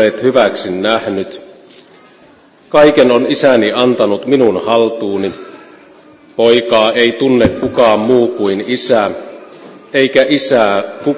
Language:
Finnish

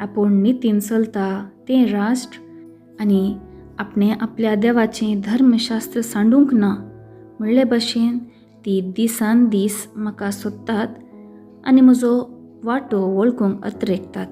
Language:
Konkani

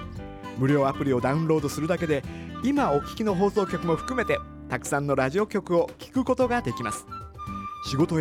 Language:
Japanese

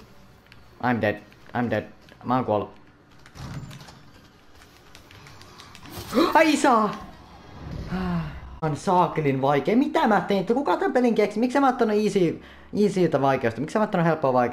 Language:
Finnish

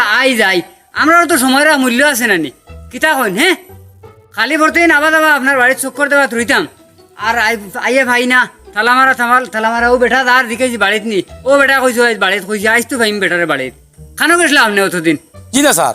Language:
Sylheti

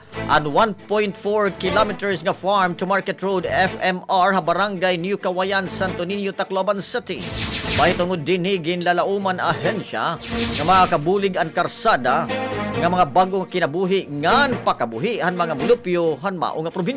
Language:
Waray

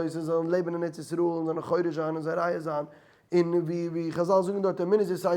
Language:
Yiddish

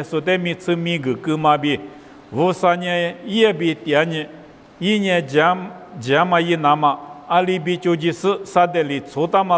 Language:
Lisu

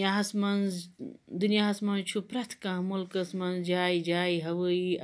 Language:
Kashmiri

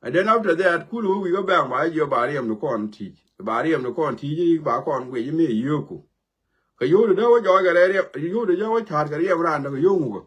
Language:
Nuer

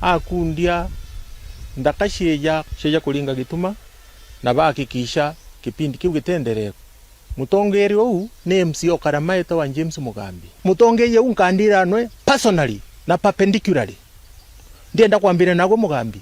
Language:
Meru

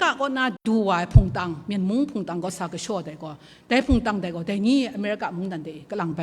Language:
Kachin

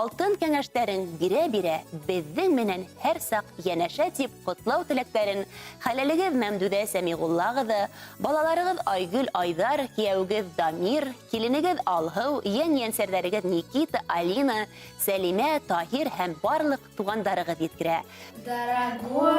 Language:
Bashkir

